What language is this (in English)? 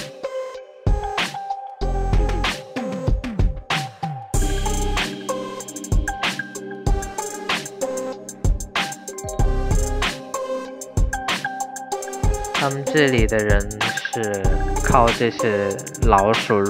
Chinese